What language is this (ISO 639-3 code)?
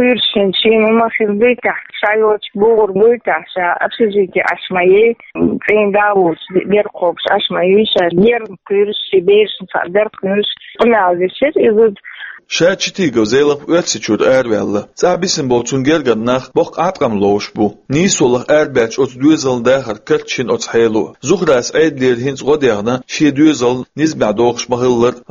che